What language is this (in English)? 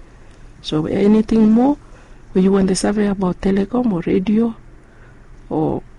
Bislama